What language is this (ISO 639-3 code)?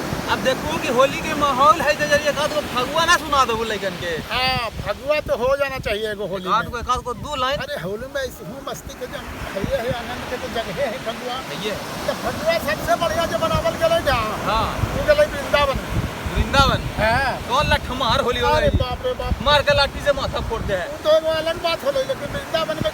mag